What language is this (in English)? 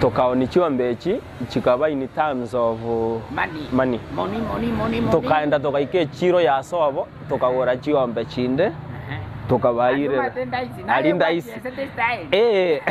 Gusii